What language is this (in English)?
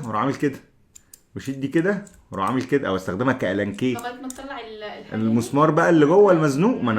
Egyptian Arabic